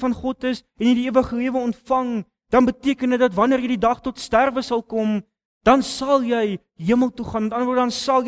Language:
Afrikaans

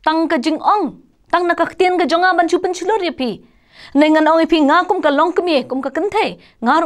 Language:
Khasi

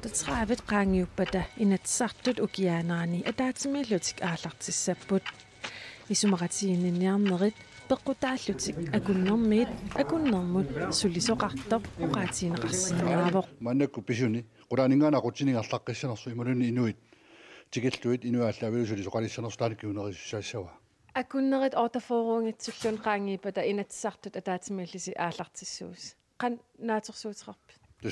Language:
Kalaallisut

